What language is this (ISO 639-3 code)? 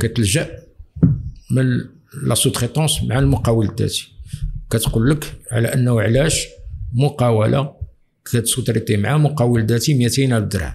ary